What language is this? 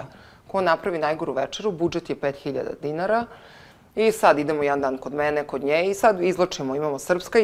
Serbian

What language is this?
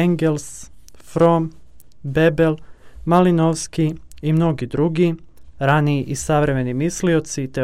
Serbian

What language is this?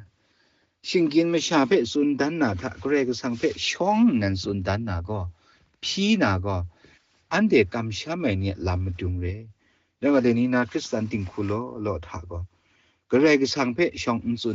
Kachin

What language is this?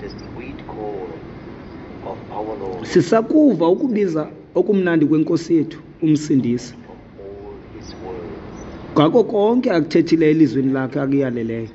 Xhosa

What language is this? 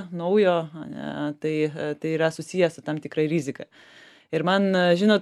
Lithuanian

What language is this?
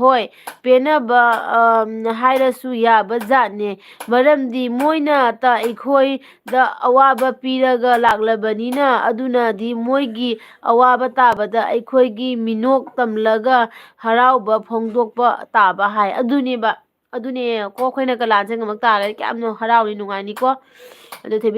Manipuri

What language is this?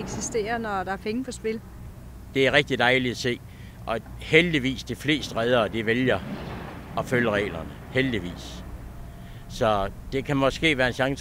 Danish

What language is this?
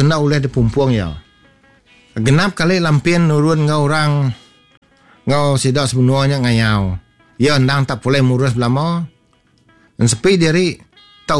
Iban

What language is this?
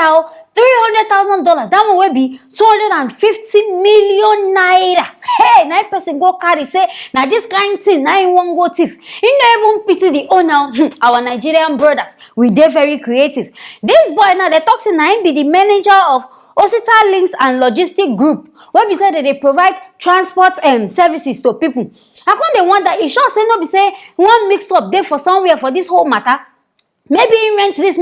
Nigerian Pidgin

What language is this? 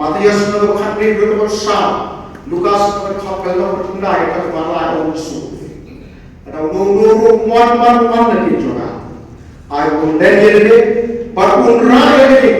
Khasi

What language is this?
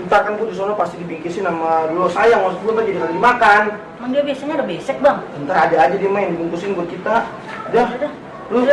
Betawi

